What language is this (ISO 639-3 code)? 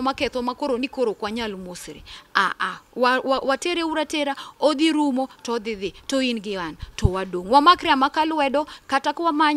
luo